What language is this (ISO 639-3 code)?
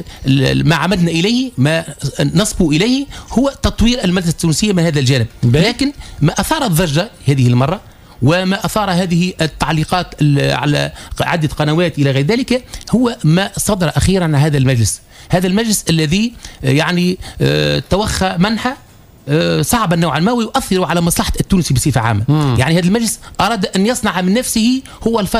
aeb